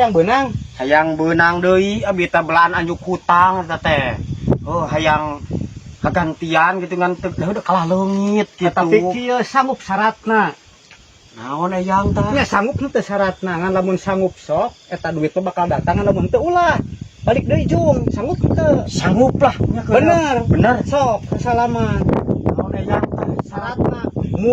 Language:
Sundanese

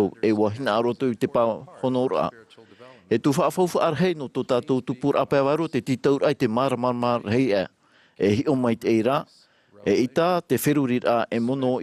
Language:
Tahitian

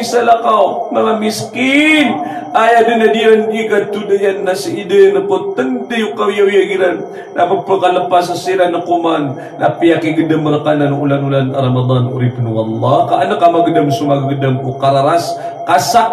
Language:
Maranao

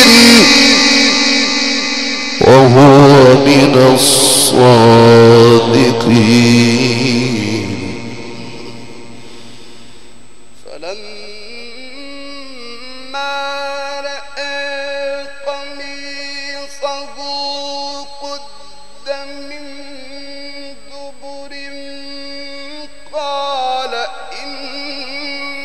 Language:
Arabic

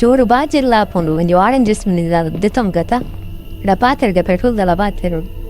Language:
Tulu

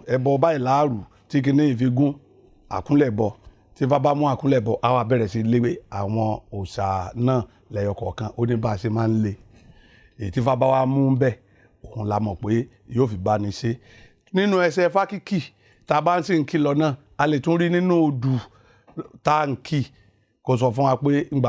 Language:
Yoruba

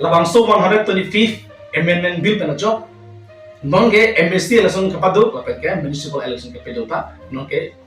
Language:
Karbi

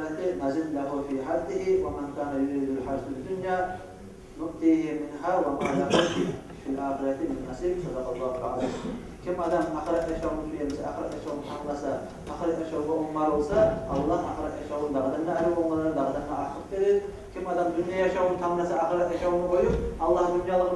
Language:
Kumyk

